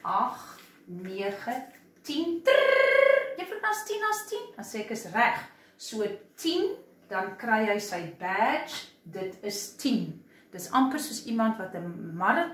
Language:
Afrikaans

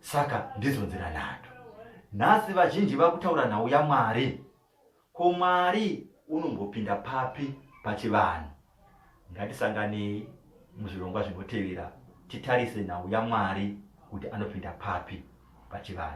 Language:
Shona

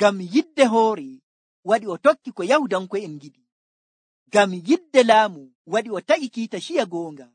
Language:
Nigerian Fulfulde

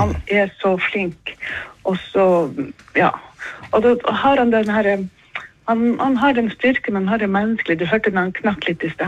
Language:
Norwegian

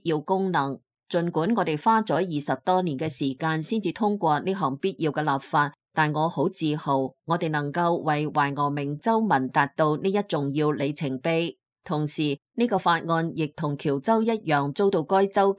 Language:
Cantonese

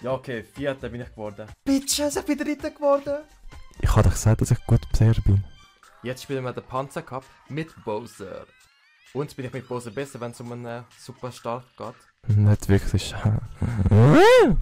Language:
Swiss German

